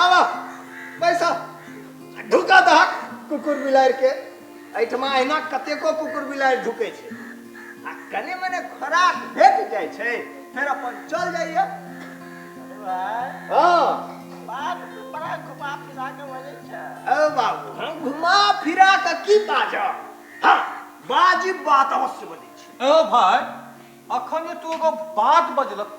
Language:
Maithili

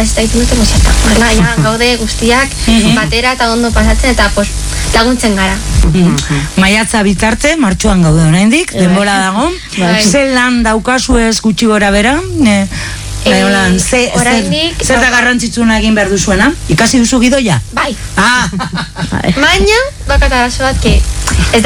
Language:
Basque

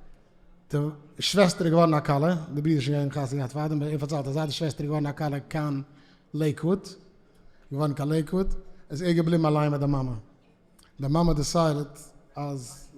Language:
Yiddish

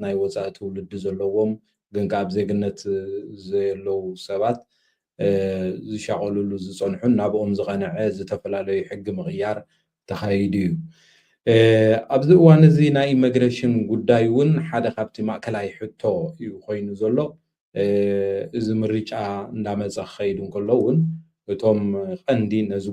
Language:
Tigrinya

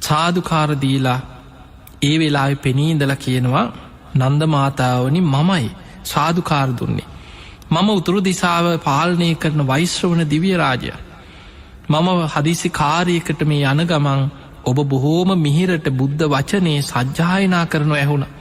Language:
Sinhala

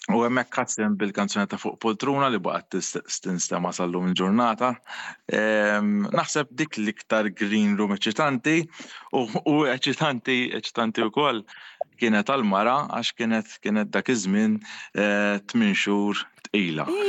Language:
Maltese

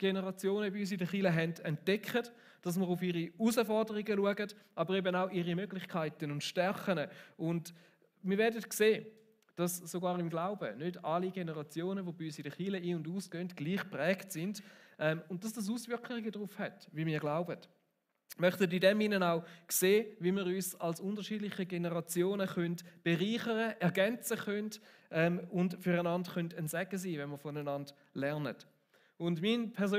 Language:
Swiss German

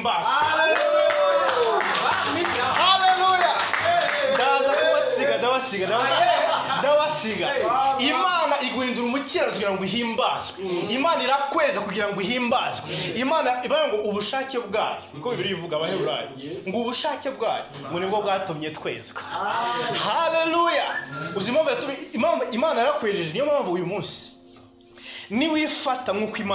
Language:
Kinyarwanda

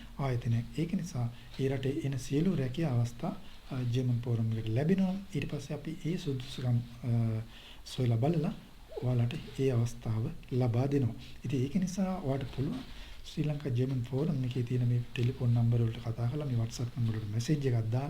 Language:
Sinhala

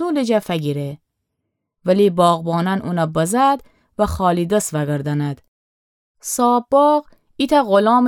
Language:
Gilaki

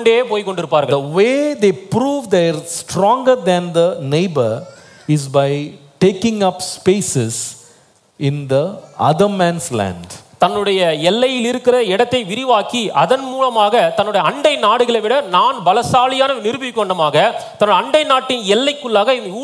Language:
Tamil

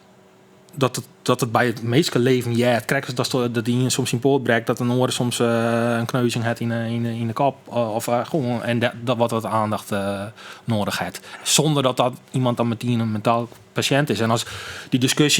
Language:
Western Frisian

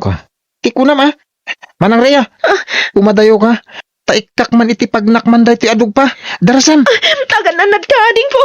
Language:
Iloko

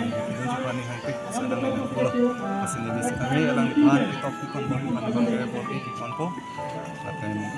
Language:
Karbi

